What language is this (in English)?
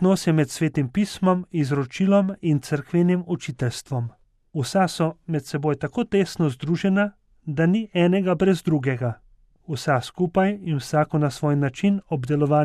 Slovenian